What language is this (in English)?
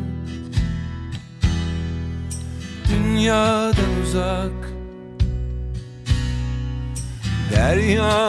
Turkish